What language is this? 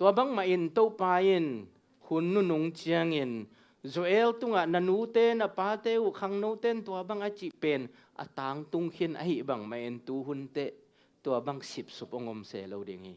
Tedim Chin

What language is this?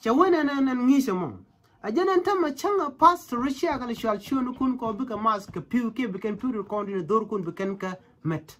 Nuer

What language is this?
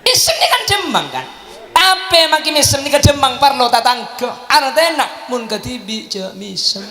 Madurese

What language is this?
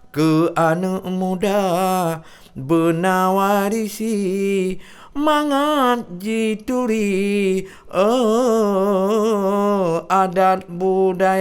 Achinese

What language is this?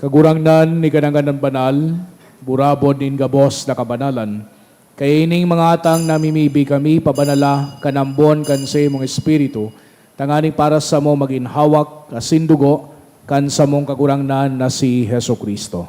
Bikol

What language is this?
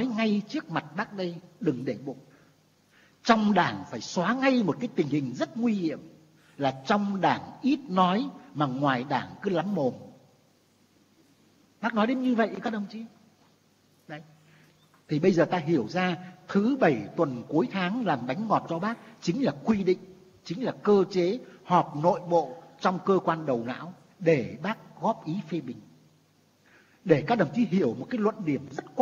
Vietnamese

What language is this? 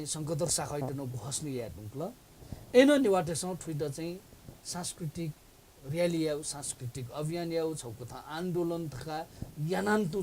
Newari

